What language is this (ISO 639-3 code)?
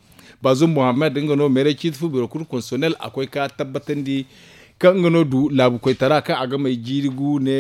dje